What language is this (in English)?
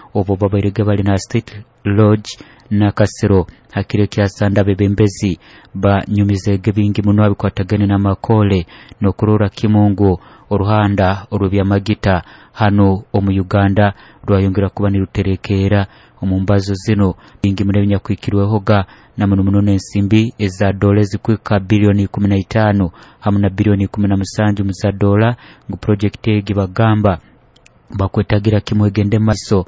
Nyoro